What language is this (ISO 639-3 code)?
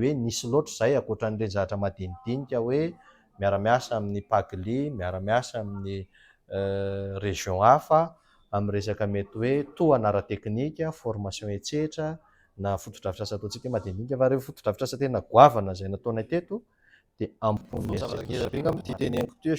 mlg